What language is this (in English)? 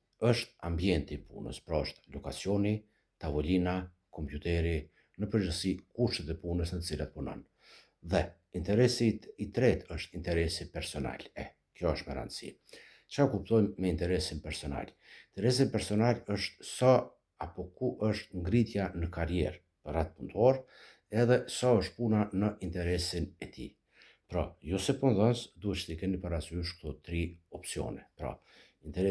Albanian